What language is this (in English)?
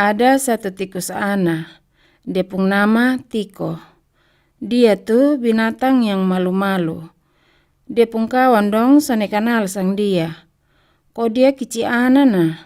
Kupang Malay